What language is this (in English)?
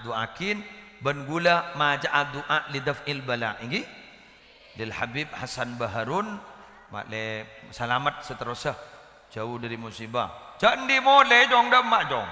Madurese